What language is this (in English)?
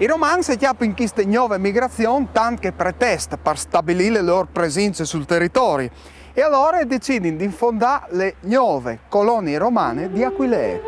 Friulian